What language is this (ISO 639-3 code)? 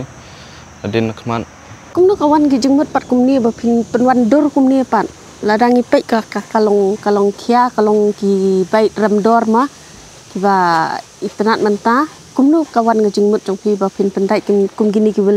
kha